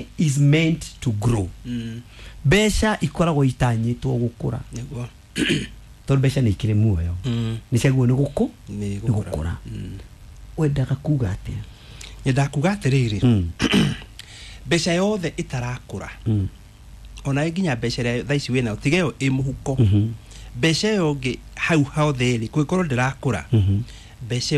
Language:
Kikuyu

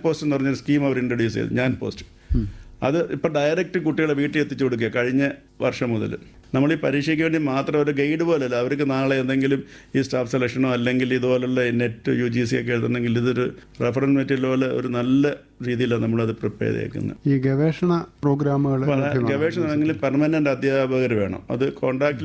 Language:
Malayalam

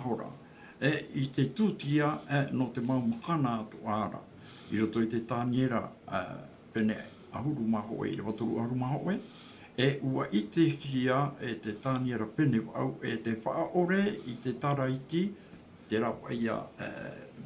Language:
Tahitian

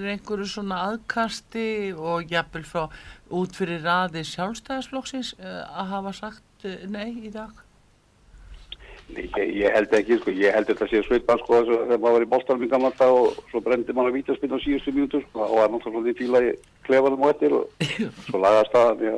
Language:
Icelandic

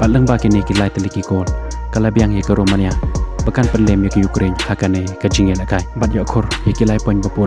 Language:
Khasi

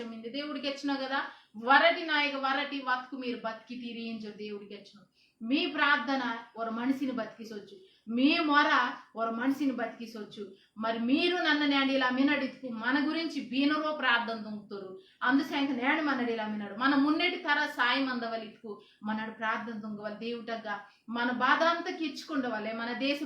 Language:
Koya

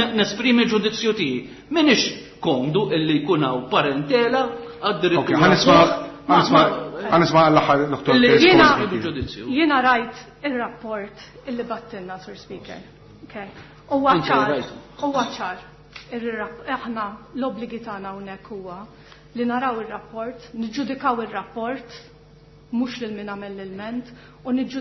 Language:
Maltese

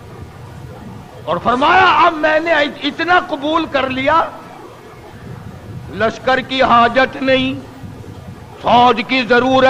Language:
Urdu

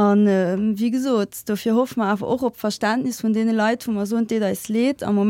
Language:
Luxembourgish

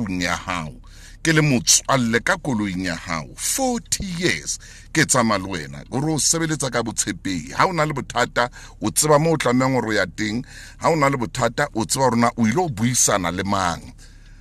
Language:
Southern Sotho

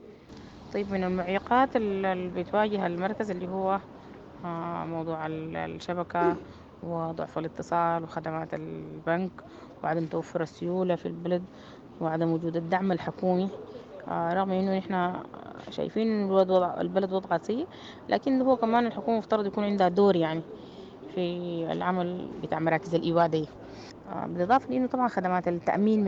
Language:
Sudanese Arabic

